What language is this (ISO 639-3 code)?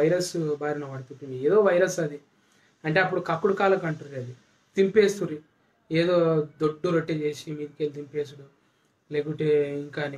tel